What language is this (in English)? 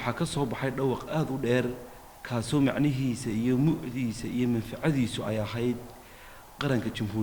Somali